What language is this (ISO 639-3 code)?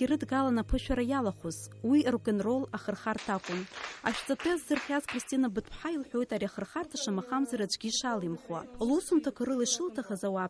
abk